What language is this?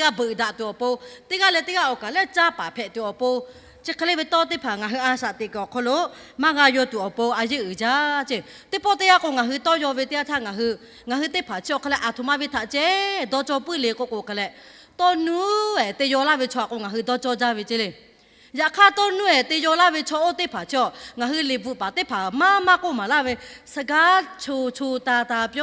Lahu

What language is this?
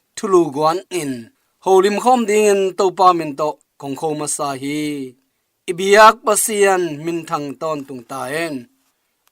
Tedim Chin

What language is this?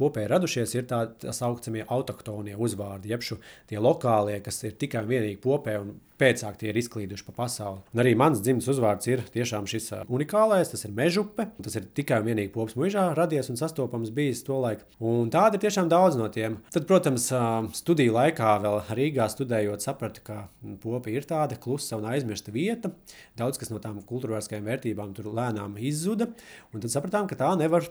Latvian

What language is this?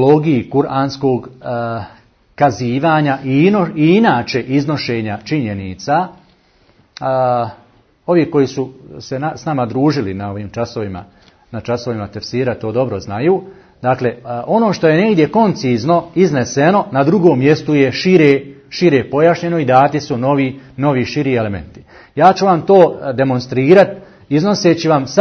Bosnian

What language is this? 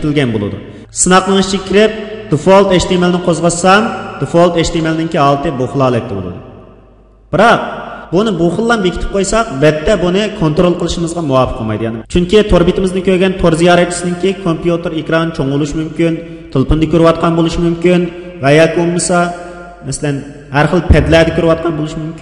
Uyghur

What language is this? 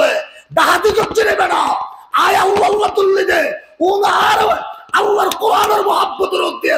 Rohingya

